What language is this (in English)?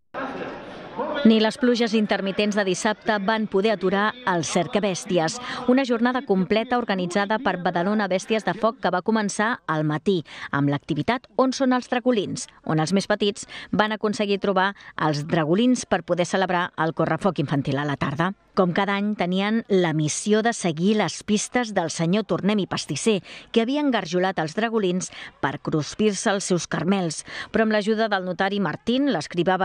Catalan